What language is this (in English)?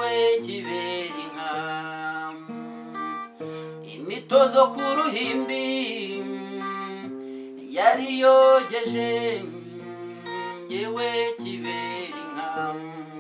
Kinyarwanda